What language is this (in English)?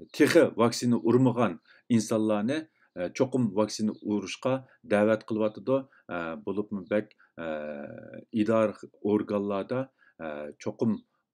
Uyghur